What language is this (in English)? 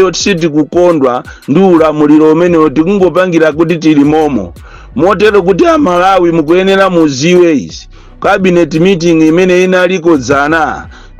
Nyanja